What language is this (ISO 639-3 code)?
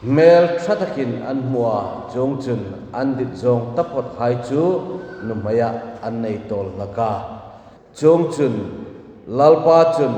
hmr